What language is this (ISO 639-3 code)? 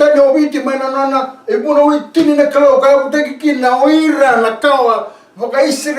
fij